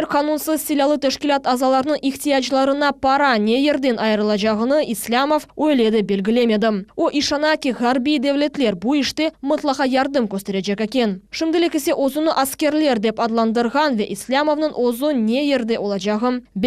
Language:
Crimean Tatar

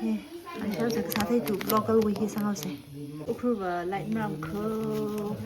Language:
Tangkhul Naga (India)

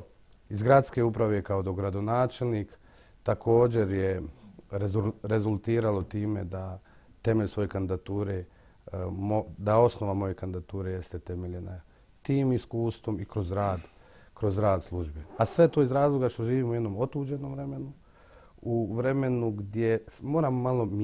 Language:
Bosnian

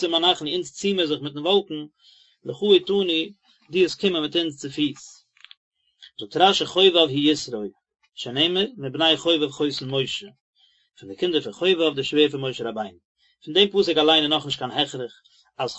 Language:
Yiddish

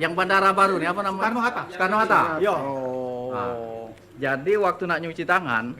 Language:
Musi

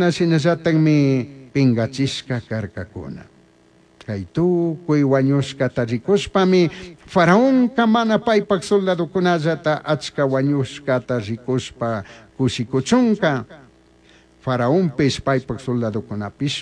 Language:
Chimborazo Highland Quichua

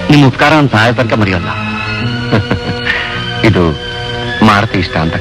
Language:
Kannada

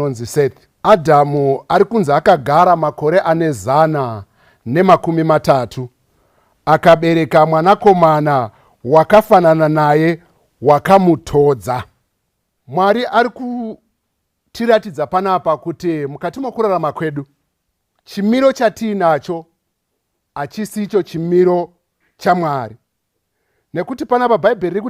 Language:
Shona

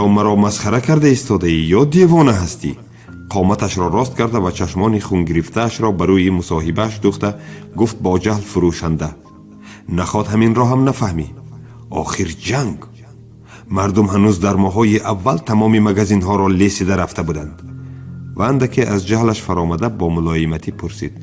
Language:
Tajik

